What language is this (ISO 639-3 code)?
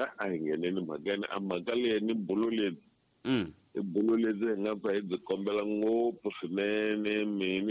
tso